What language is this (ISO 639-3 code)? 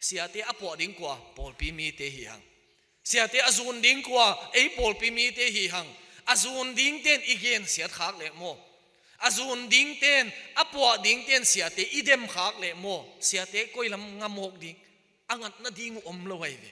ctd